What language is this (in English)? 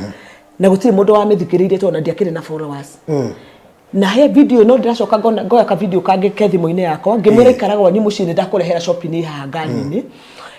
Kikuyu